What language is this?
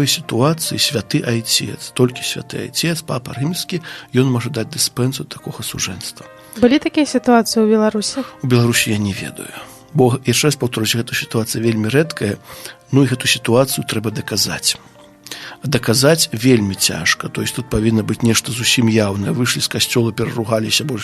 Belarusian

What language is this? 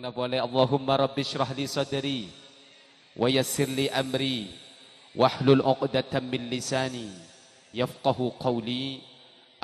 Madurese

